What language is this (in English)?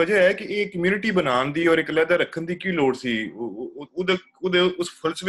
Punjabi